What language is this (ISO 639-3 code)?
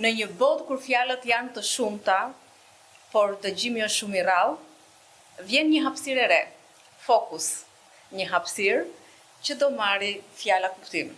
sqi